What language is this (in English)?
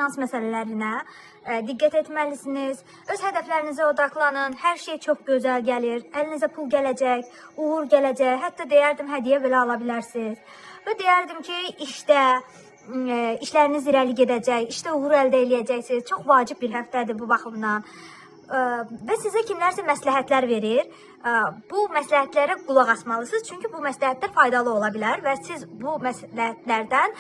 Azerbaijani